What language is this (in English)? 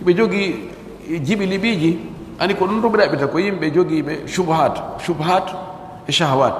Pular